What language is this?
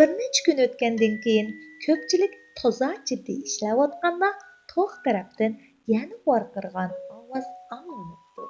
Uyghur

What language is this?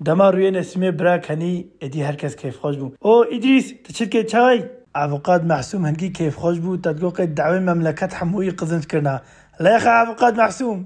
Kurdish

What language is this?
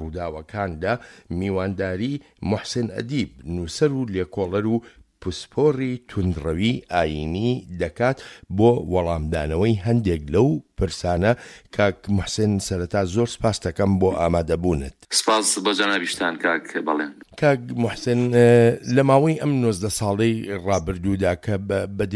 Central Kurdish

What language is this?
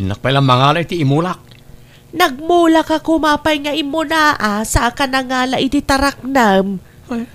Iloko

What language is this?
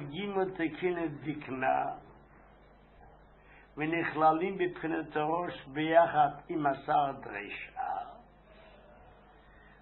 Hebrew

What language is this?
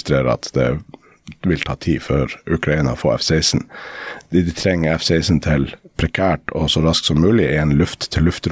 Norwegian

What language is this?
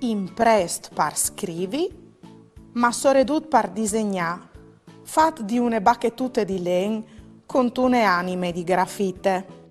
Friulian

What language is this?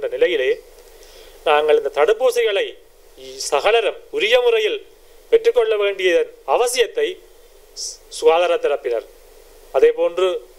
Tamil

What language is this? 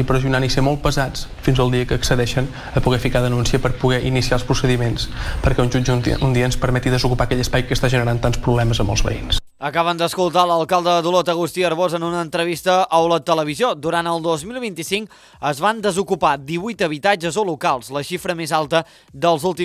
Catalan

